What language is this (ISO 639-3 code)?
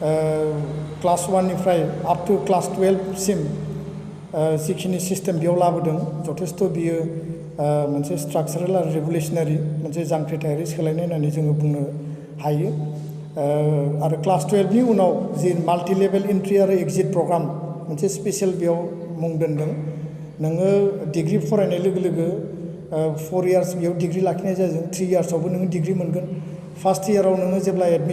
brx